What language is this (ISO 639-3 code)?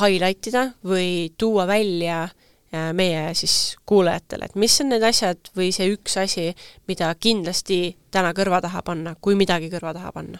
est